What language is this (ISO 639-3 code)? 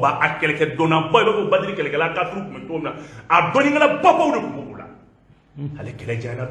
bam